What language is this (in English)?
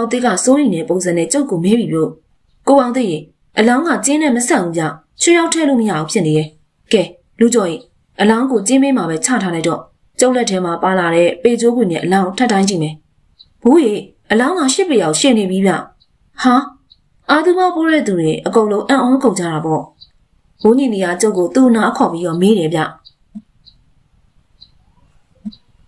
Burmese